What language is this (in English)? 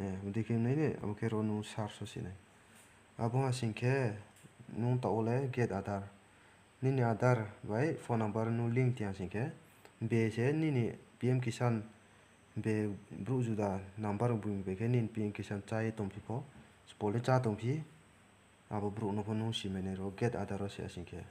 Riang (India)